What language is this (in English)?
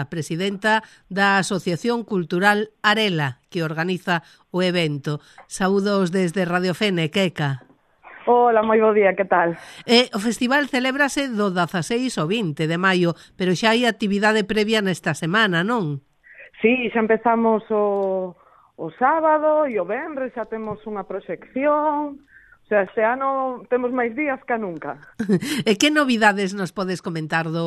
Galician